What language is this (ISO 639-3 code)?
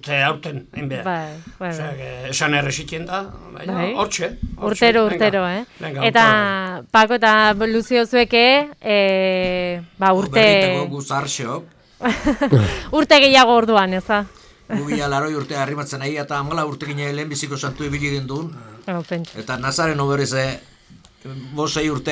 eus